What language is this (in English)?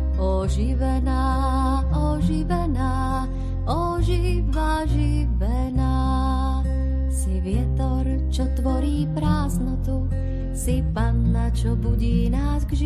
Slovak